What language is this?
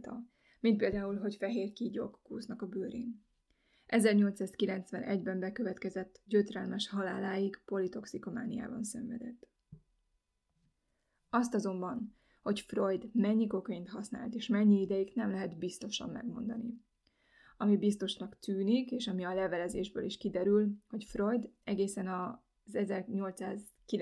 Hungarian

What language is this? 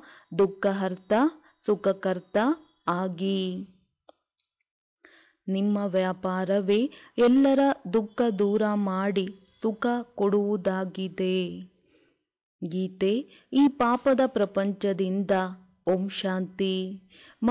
Kannada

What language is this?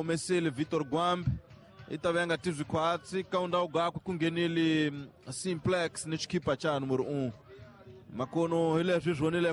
Tsonga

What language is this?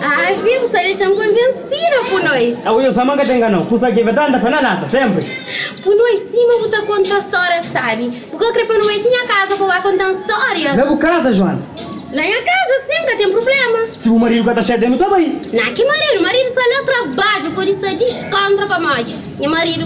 Kabuverdianu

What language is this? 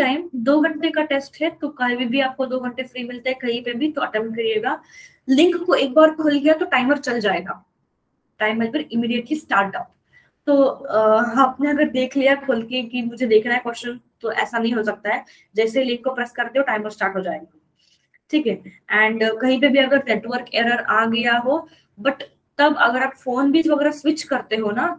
Hindi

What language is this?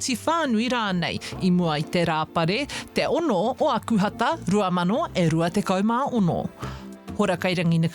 Māori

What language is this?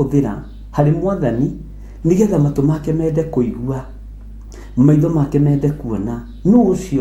Kikuyu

